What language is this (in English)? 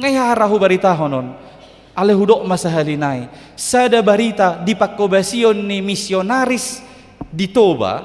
Batak Toba